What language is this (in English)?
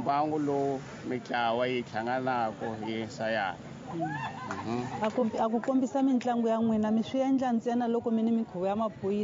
Tsonga